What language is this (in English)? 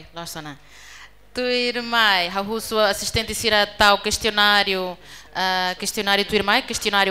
Tetum